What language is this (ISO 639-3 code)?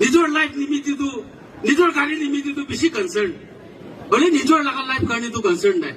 nag